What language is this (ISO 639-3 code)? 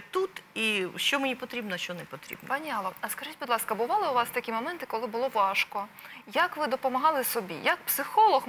ukr